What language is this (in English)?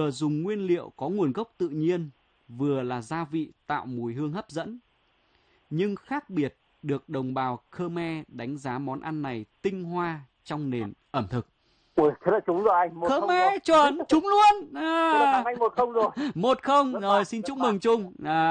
Vietnamese